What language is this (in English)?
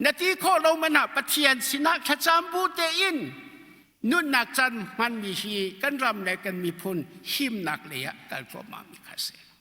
Hakha Chin